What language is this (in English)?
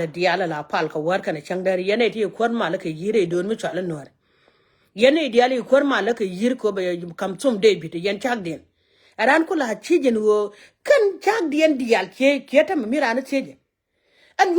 Nuer